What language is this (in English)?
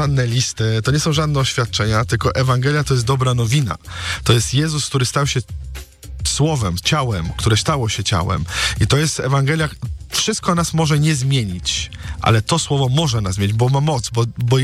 Polish